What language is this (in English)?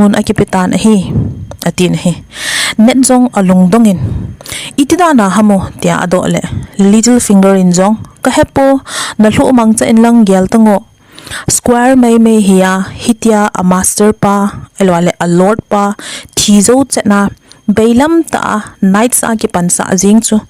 Thado Chin